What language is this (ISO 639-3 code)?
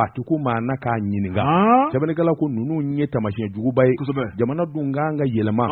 bam